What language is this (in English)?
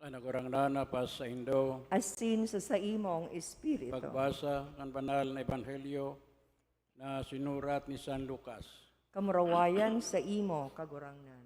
Bikol